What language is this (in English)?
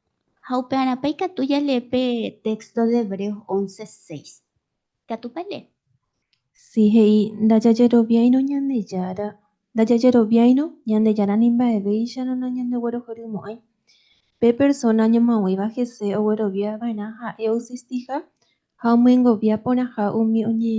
Guarani